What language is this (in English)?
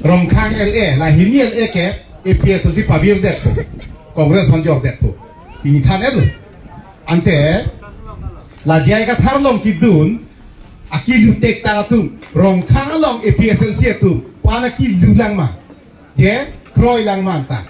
Karbi